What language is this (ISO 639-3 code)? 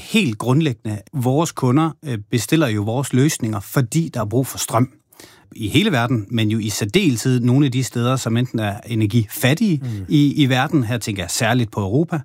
dan